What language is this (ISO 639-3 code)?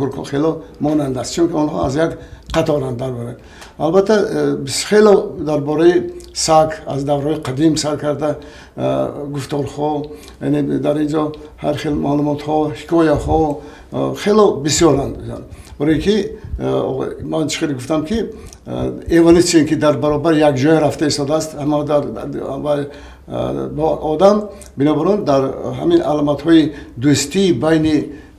tgk